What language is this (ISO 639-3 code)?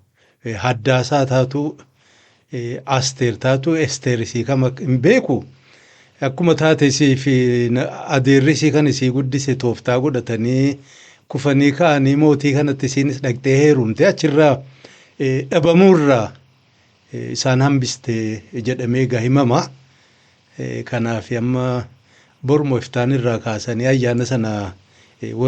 orm